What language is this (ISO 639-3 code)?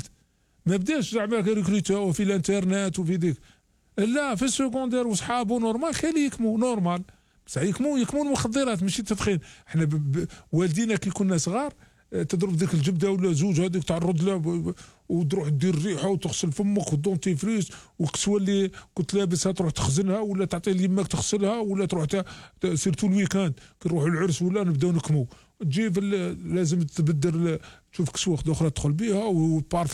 arq